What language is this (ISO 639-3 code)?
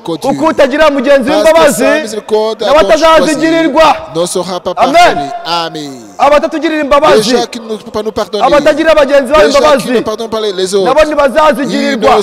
kin